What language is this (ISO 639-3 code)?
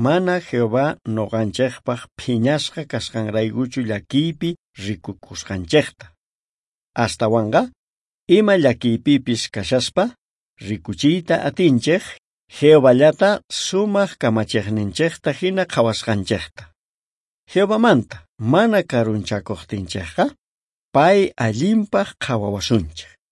quh